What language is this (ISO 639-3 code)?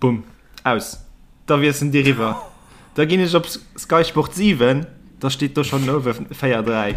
ltz